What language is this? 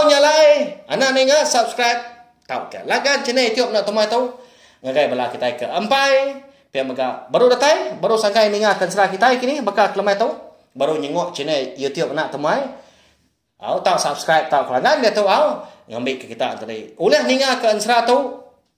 Iban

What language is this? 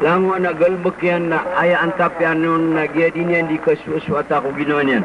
Maranao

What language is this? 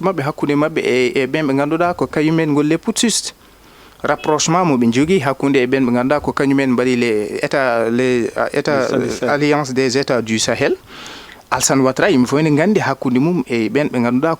Fula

